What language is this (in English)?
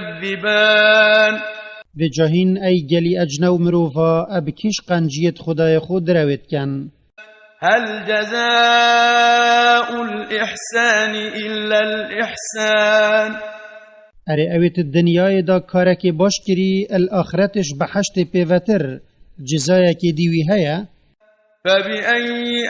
Kurdish